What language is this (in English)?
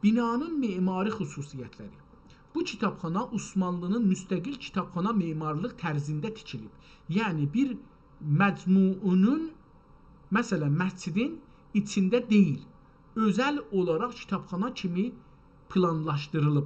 South Azerbaijani